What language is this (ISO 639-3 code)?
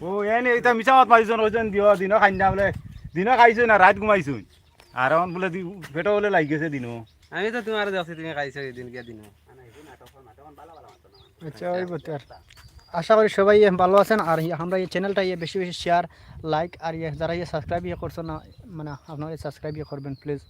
syl